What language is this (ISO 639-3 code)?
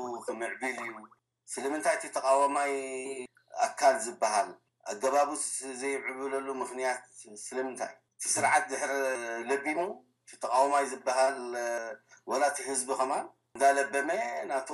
tir